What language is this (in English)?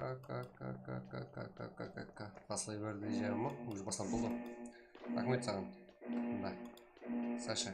Kara-Kalpak